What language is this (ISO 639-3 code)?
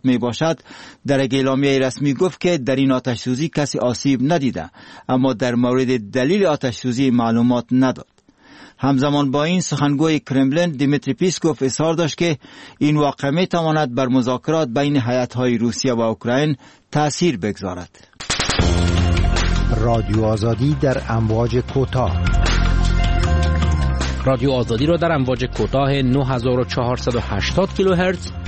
fas